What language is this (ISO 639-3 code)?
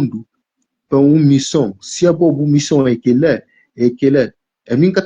kea